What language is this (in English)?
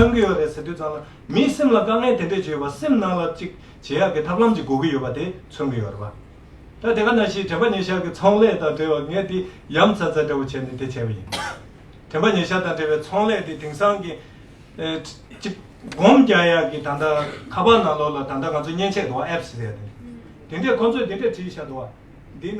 Tibetan